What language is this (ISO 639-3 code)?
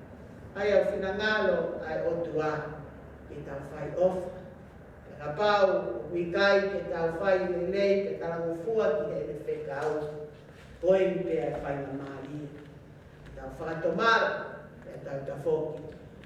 ton